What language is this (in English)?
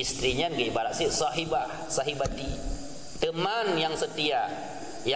Achinese